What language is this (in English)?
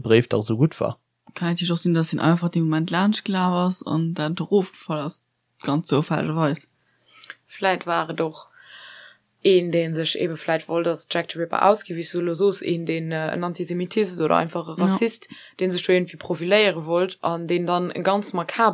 Luxembourgish